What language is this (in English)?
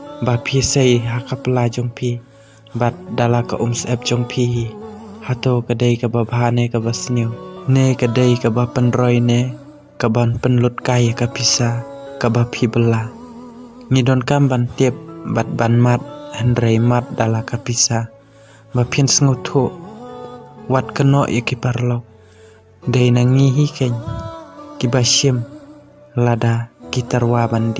Khasi